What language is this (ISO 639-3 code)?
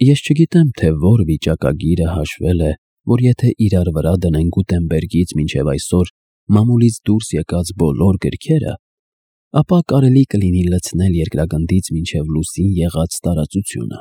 hye